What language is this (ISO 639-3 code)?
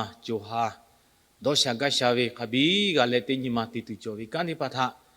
lhu